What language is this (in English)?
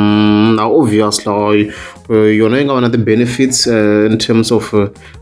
Tsonga